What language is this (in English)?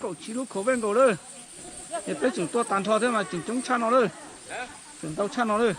Hmong